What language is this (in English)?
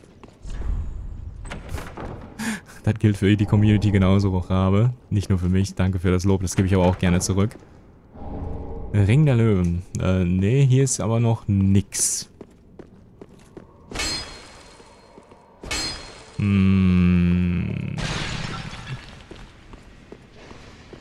German